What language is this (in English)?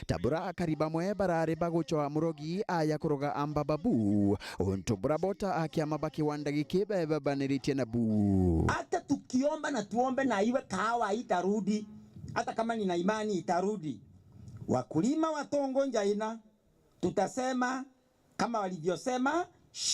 Meru